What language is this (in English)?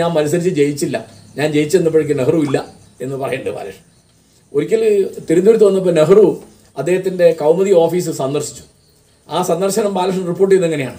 Malayalam